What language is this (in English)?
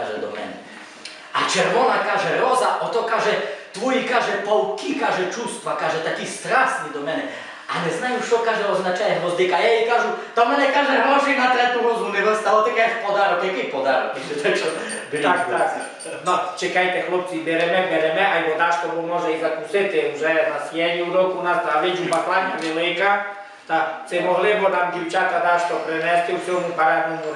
Rusyn